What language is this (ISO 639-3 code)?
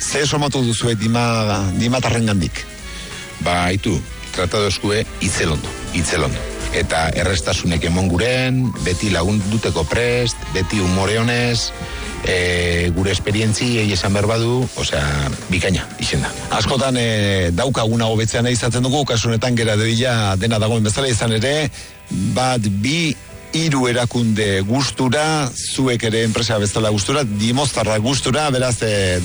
eus